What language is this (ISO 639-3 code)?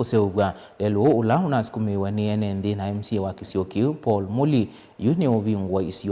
kam